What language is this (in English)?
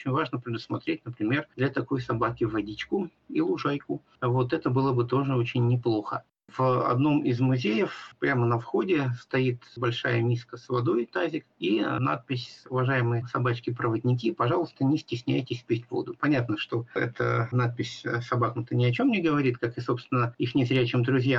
Russian